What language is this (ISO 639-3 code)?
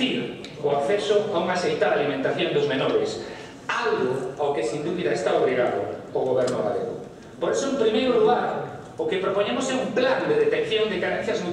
glg